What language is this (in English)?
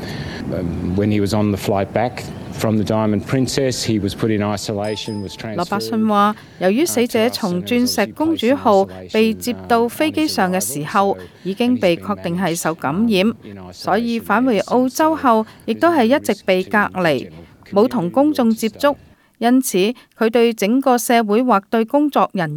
Cantonese